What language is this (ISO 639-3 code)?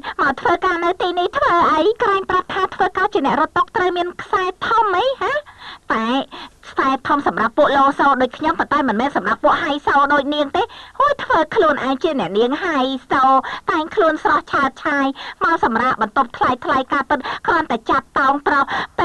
khm